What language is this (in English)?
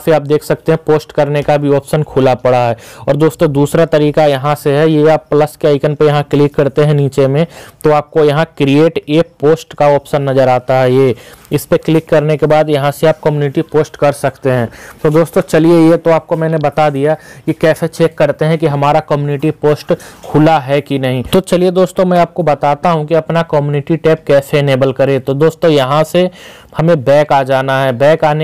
Hindi